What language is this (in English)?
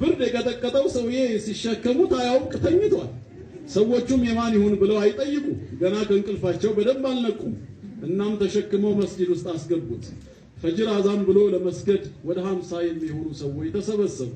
Amharic